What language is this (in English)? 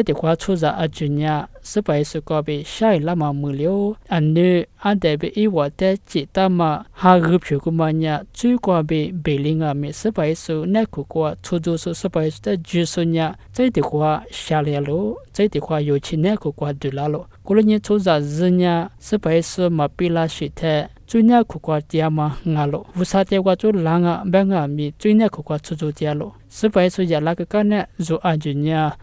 Lisu